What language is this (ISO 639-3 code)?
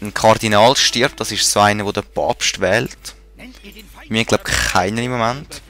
gsw